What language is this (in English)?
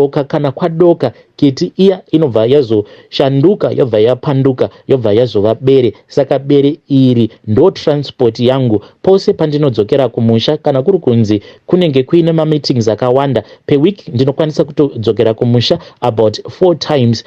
Shona